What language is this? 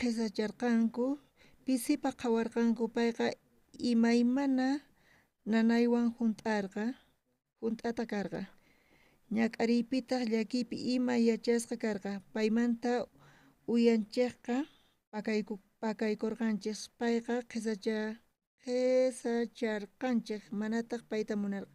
South Bolivian Quechua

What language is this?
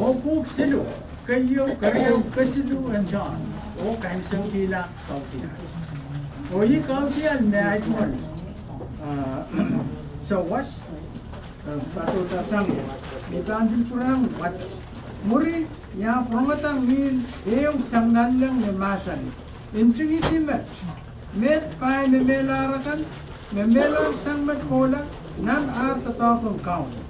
Pohnpeian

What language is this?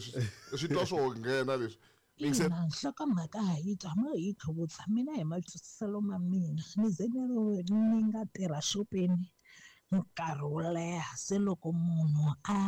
Tsonga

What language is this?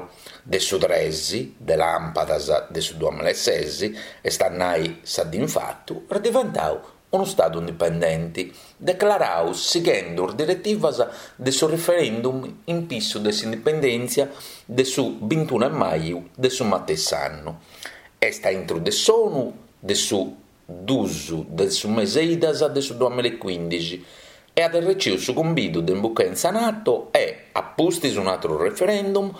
Sardinian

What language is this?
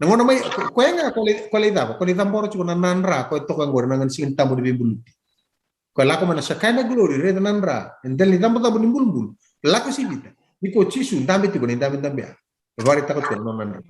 Fijian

